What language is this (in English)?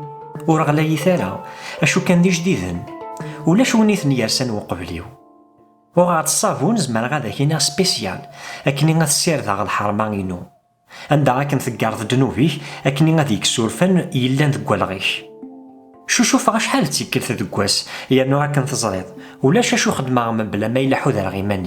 Kabyle